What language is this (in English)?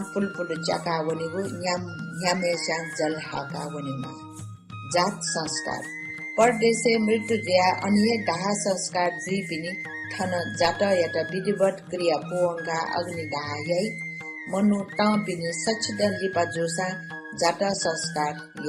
Newari